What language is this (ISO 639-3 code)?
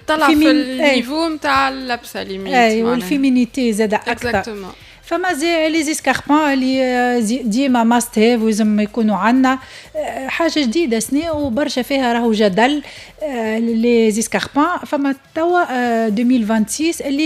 aeb